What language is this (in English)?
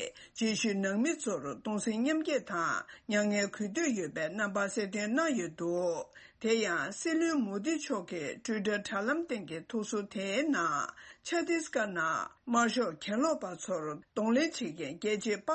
Tibetan